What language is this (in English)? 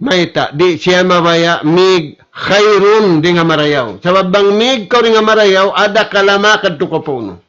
Tausug